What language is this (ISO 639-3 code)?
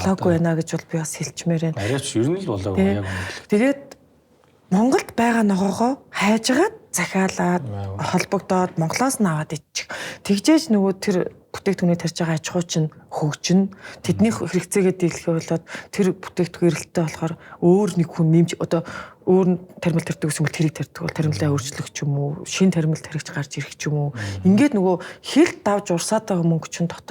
mon